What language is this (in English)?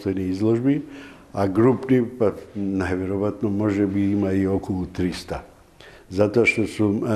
Macedonian